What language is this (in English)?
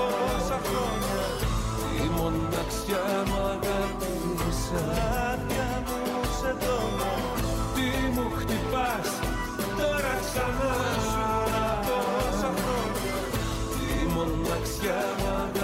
Greek